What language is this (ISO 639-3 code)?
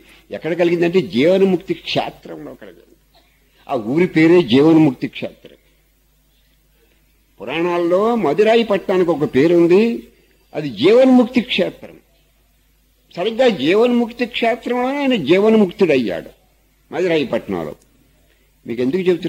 tel